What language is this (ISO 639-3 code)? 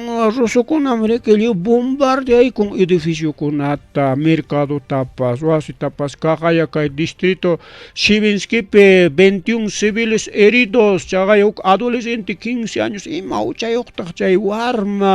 quy